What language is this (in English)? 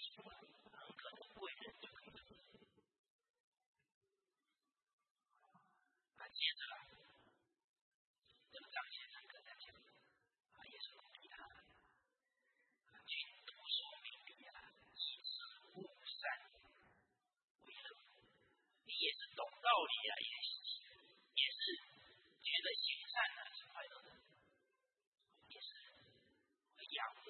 Chinese